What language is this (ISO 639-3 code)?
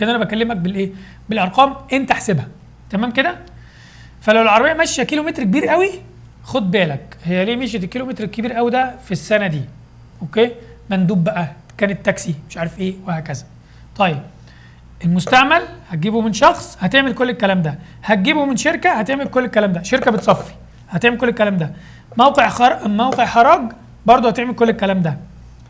arz